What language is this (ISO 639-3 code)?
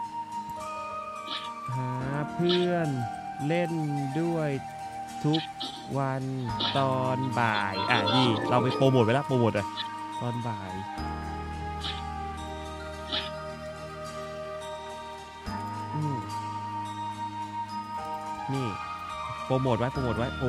tha